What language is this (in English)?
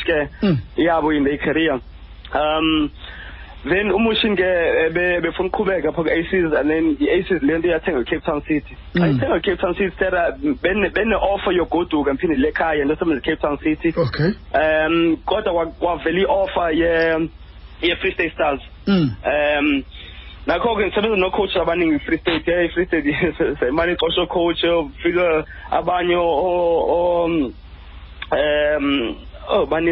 Xhosa